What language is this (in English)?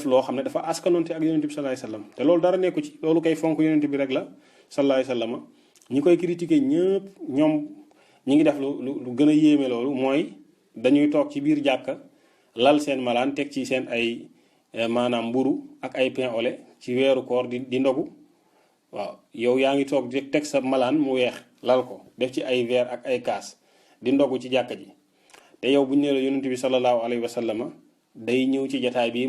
Wolof